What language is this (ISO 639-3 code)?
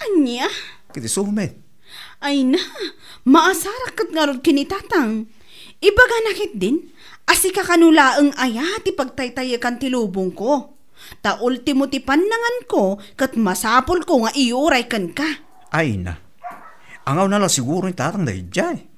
ilo